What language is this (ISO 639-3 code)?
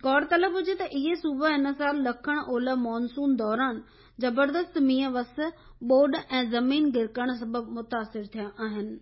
snd